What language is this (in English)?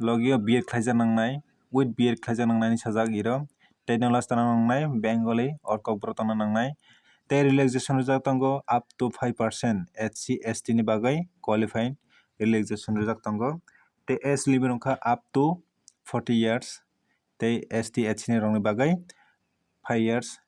Kok Borok